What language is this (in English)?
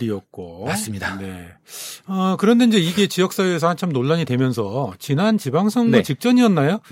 Korean